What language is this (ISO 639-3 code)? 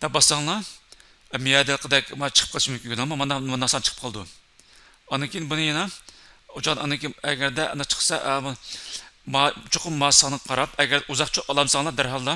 uig